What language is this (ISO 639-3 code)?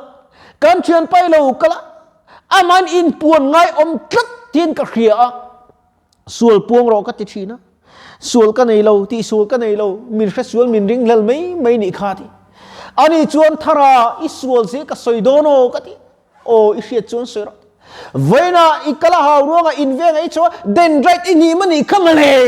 lus